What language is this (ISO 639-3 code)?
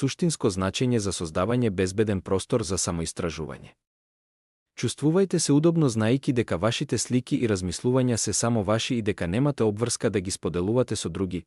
mkd